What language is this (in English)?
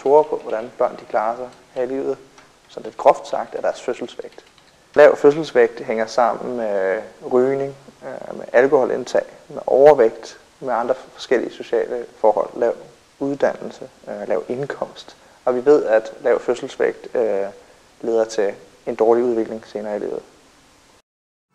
Danish